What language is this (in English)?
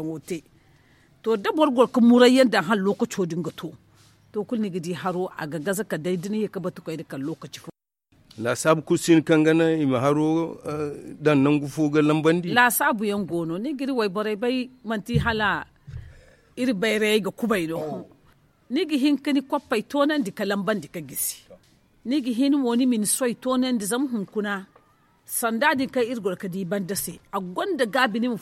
Zarma